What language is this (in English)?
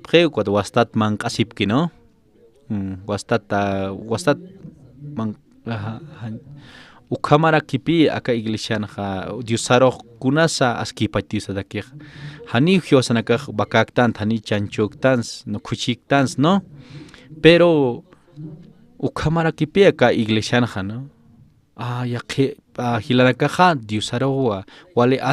Aymara